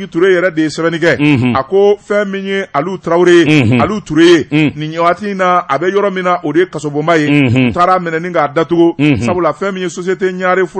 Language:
Bambara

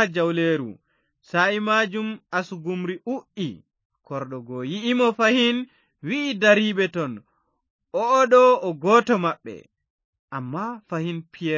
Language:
Fula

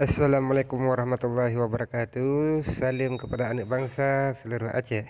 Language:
Achinese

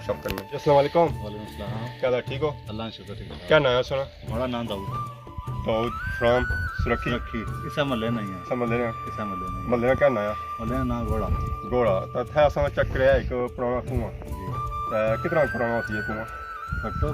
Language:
Pahari-Potwari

